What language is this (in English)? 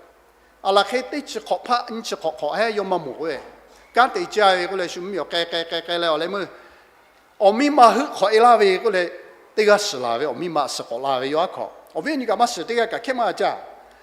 Lahu